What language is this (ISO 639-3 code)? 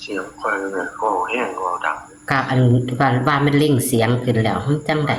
tts